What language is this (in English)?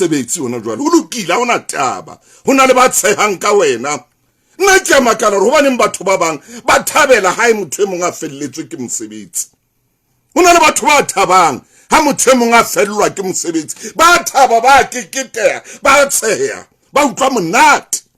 Southern Sotho